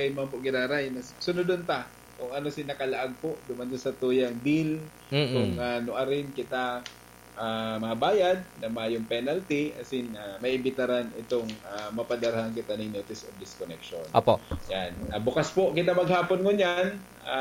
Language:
Bikol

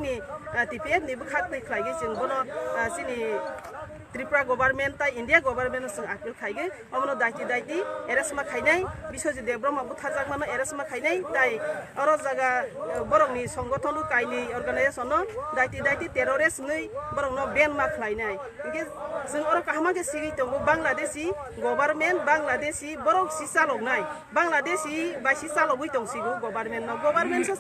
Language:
Kok Borok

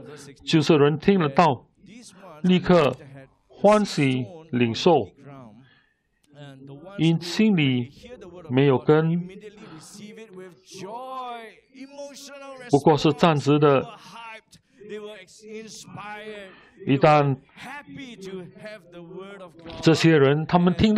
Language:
Chinese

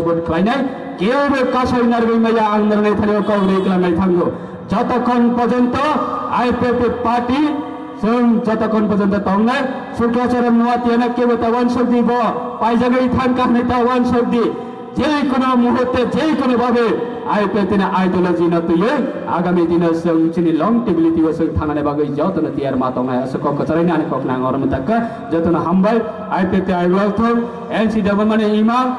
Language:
Kok Borok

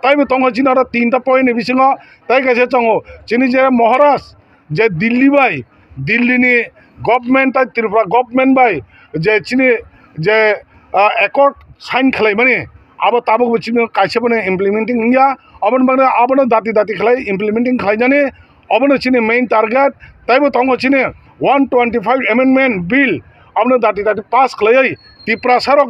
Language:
Kok Borok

